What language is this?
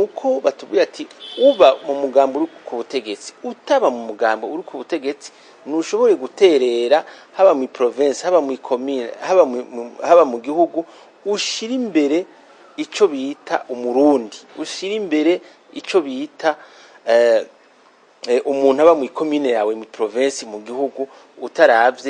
Rundi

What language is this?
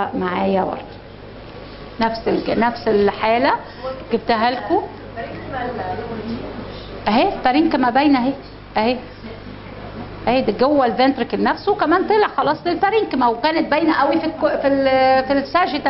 Egyptian Arabic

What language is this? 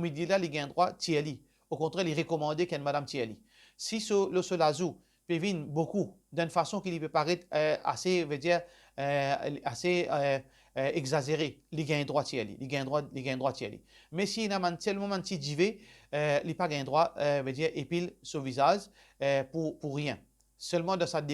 Morisyen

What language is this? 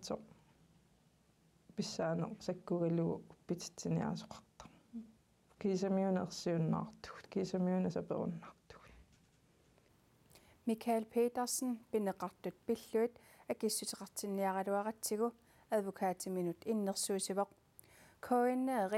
Kalaallisut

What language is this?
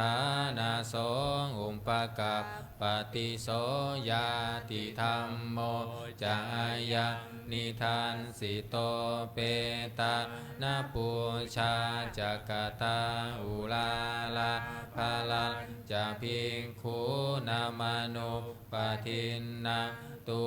Pali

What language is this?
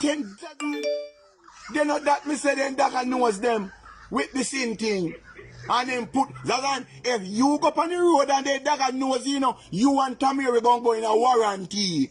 Jamaican Creole English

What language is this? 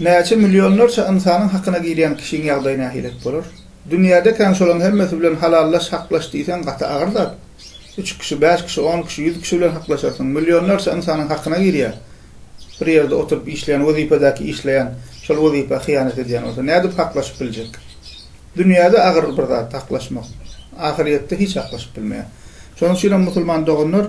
Turkmen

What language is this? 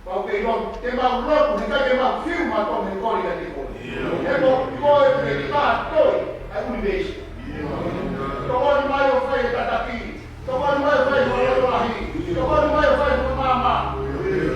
Tongan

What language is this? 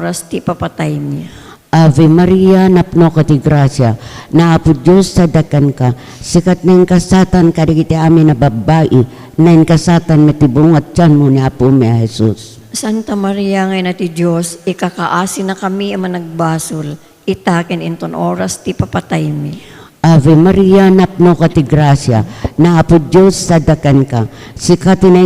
Iloko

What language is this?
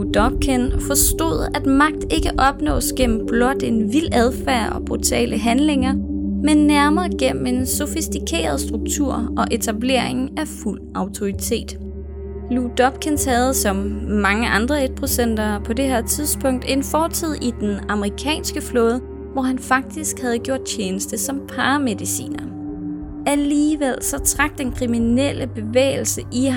Danish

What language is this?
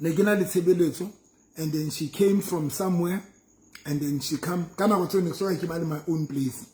Southern Sotho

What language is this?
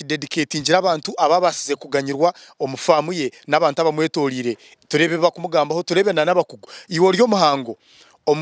Nyankole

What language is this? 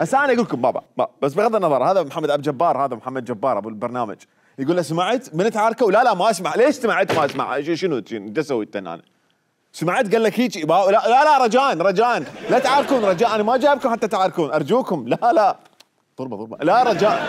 Mesopotamian Arabic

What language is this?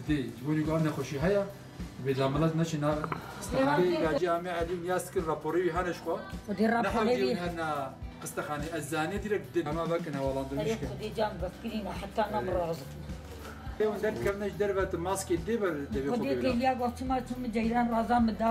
Kurdish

